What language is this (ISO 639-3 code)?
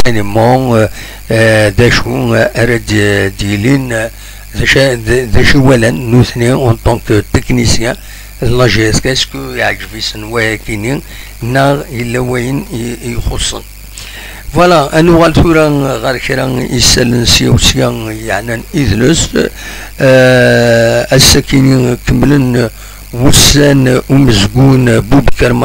kab